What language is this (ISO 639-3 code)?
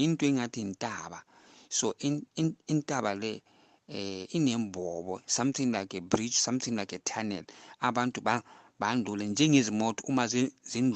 zul